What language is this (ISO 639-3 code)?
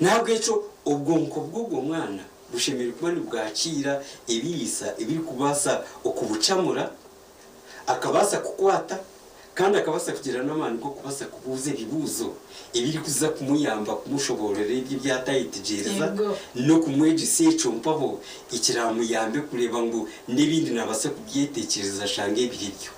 nyn